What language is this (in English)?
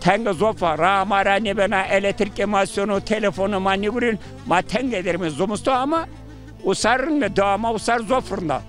Zaza